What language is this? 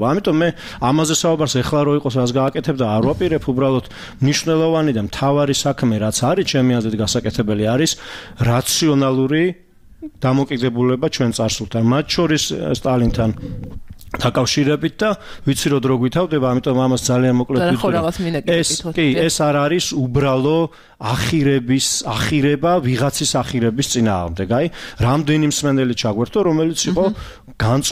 Georgian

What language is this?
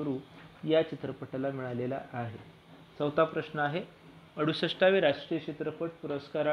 Marathi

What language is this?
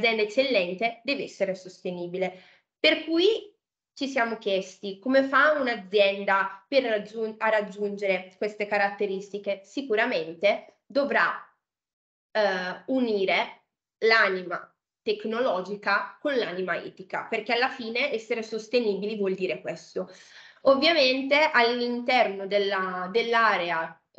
Italian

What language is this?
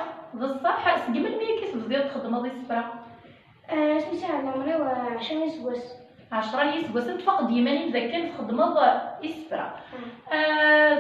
Kabyle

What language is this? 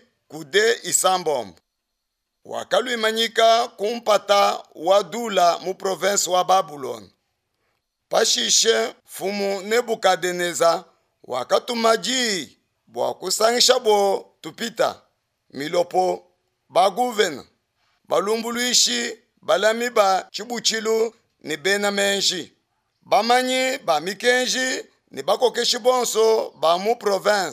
Luba-Lulua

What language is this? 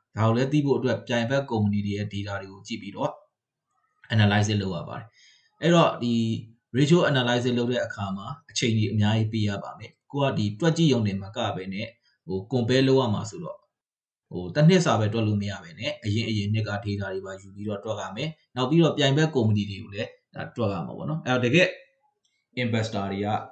Burmese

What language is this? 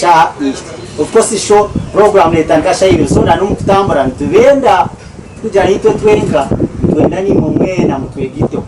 Nyankole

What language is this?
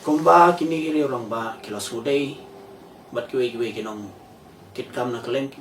Khasi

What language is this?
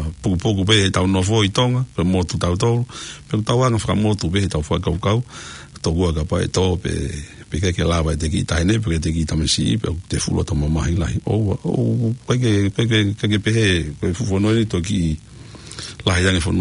Tongan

